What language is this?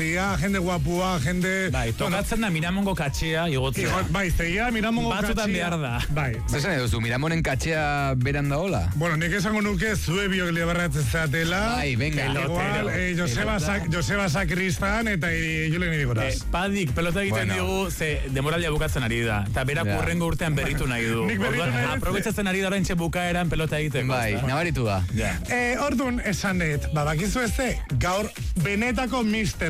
Basque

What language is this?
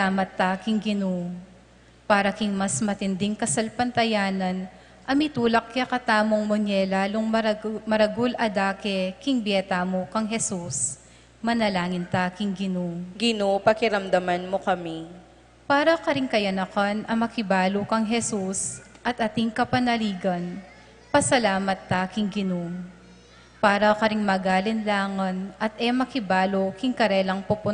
Pampanga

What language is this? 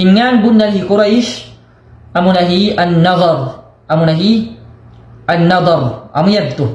Tausug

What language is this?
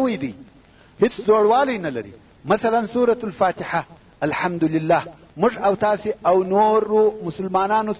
Pashto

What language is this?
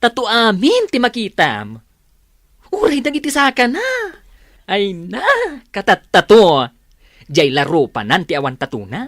Iloko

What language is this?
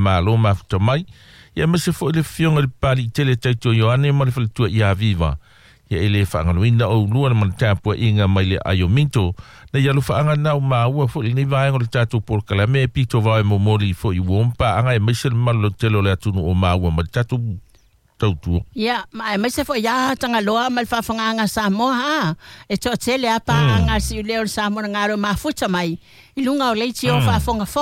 Samoan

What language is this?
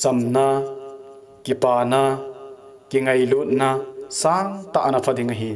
Thado Chin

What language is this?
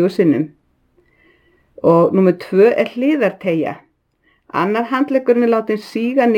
Icelandic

